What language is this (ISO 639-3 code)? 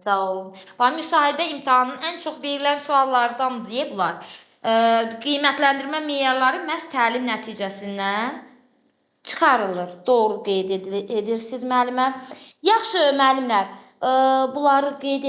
aze